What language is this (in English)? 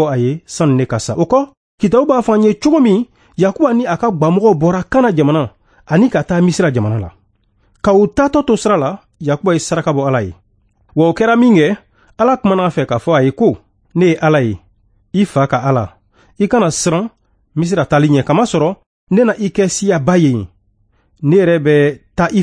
Bambara